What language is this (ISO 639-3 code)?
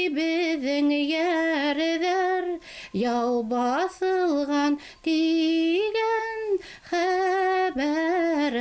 bak